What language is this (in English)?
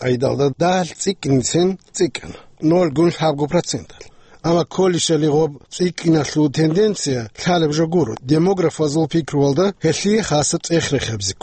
Avaric